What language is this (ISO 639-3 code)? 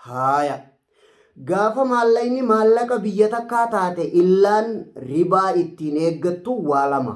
orm